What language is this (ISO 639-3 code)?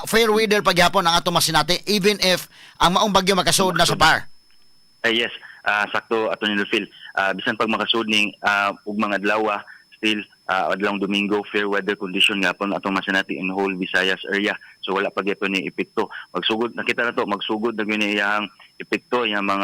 ceb